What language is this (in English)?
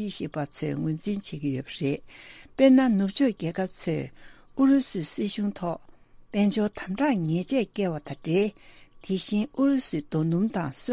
Tibetan